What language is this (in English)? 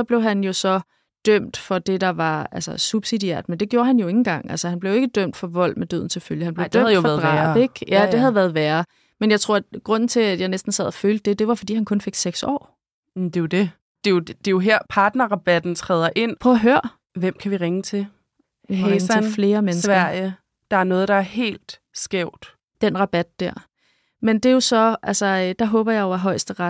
Danish